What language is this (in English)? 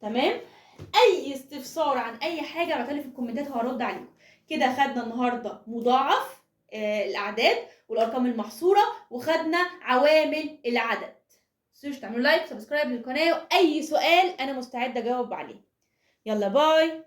Egyptian Arabic